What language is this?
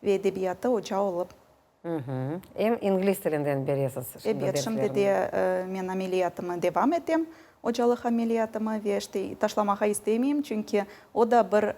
Crimean Tatar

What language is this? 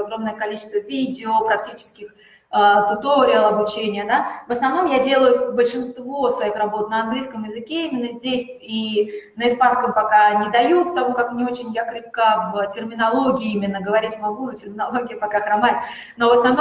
Russian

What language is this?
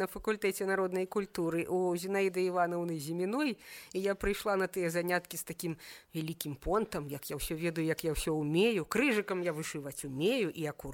Belarusian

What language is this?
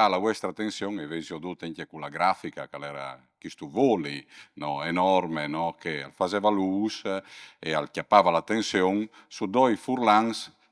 Friulian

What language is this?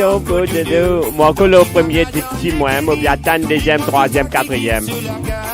Morisyen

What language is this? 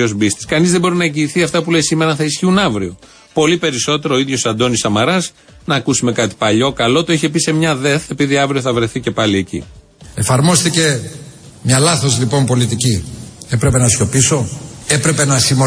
Greek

